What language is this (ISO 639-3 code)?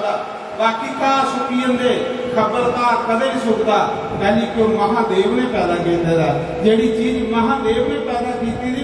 doi